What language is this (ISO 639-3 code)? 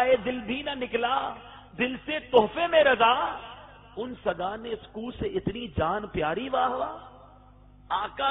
urd